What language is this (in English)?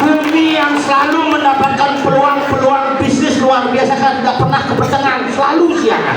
Balinese